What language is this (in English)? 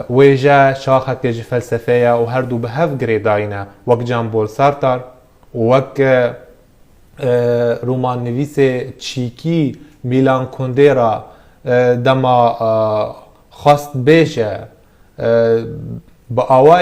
Kurdish